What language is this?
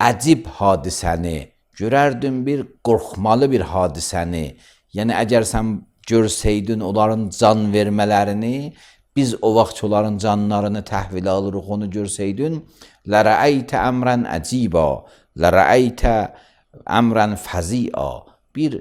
Azerbaijani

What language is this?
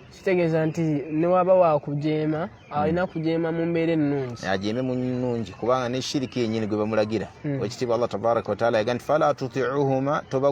Ganda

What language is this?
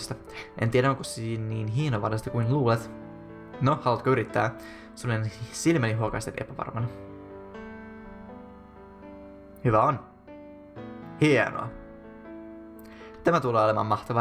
Finnish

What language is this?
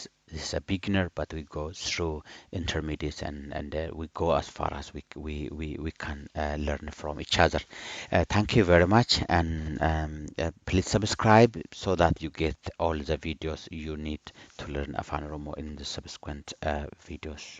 English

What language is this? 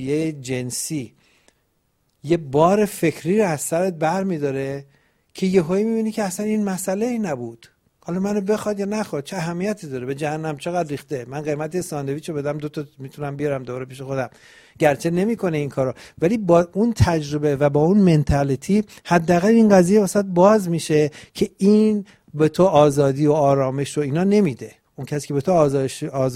Persian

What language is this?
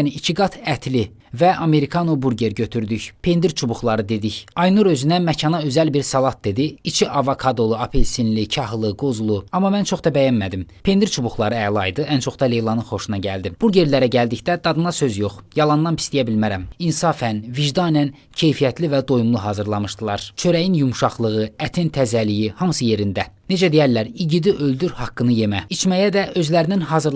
Azerbaijani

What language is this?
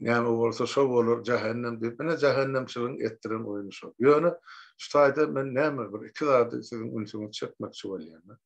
Turkmen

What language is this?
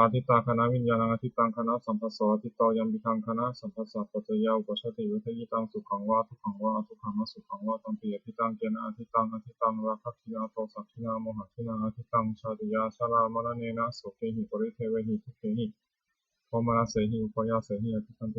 Pali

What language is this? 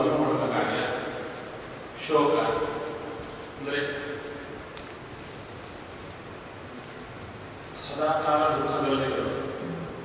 Kannada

